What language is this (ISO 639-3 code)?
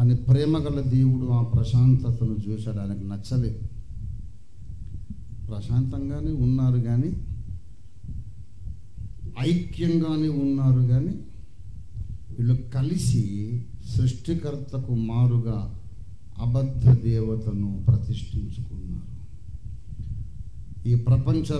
tel